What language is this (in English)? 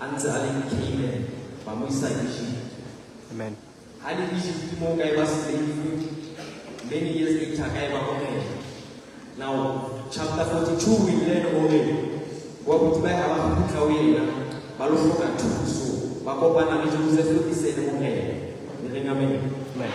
Southern Sotho